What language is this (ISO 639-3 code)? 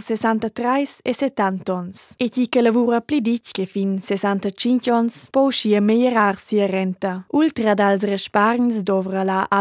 roh